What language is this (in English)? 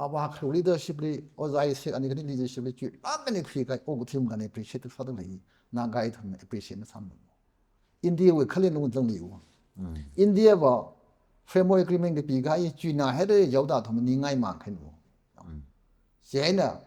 Tangkhul Naga (India)